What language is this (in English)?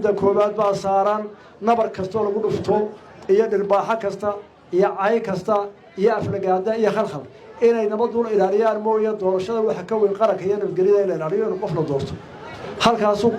Somali